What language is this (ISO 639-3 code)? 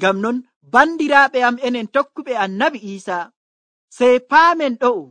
fuv